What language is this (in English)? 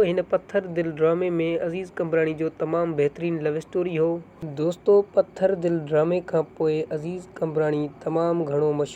Sindhi